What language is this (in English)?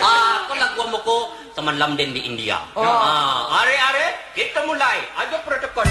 Minangkabau